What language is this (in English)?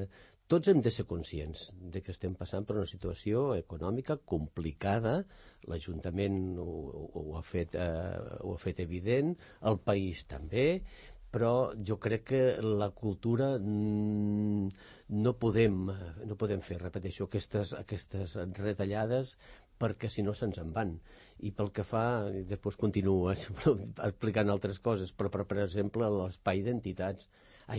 Catalan